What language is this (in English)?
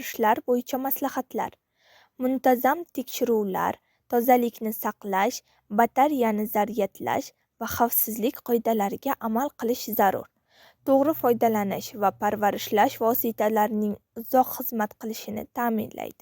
Uzbek